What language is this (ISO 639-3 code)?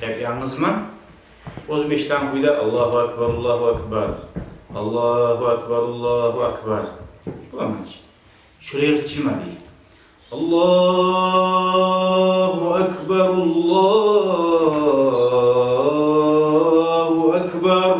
kum